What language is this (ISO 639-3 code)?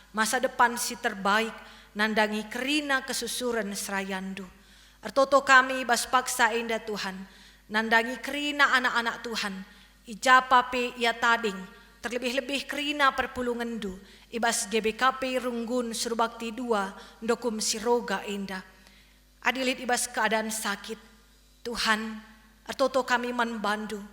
btx